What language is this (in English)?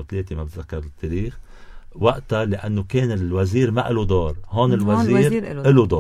North Levantine Arabic